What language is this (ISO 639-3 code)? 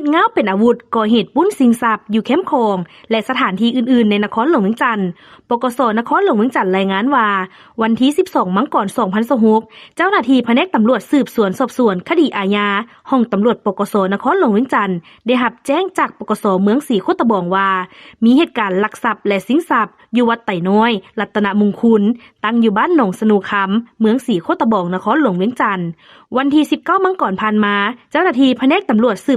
lao